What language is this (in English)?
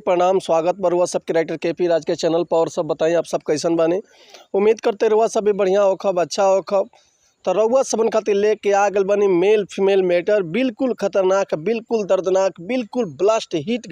Bhojpuri